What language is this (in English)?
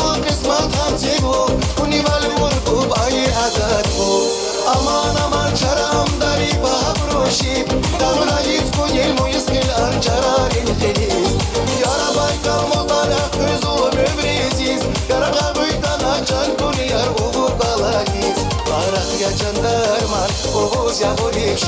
Tabassaran